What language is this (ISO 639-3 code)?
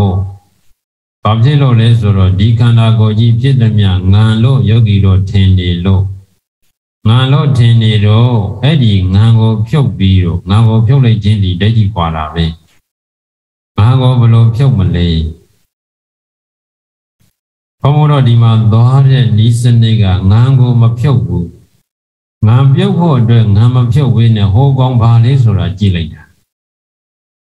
mya